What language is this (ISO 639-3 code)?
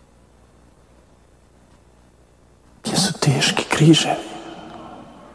hrv